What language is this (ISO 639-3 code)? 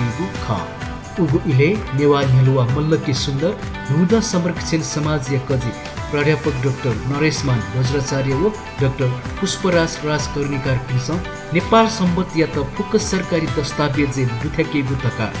new